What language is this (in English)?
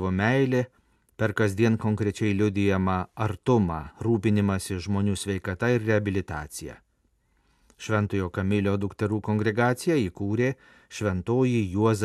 Lithuanian